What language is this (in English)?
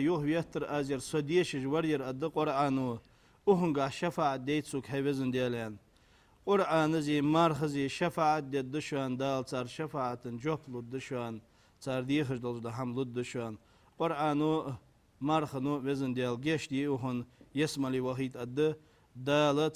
Ingush